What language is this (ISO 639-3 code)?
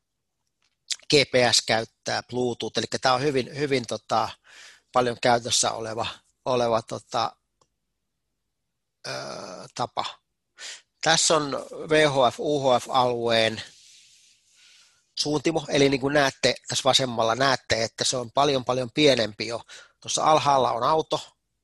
fin